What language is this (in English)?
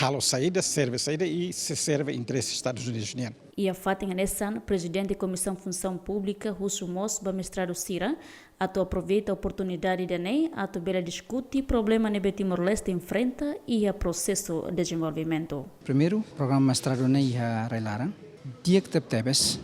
Tetum